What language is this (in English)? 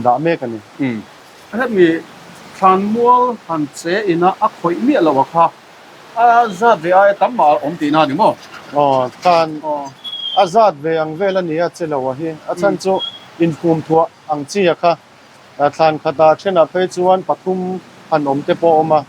Mizo